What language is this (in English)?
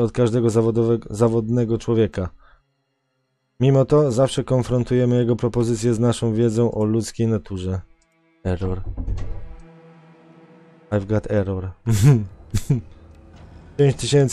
Polish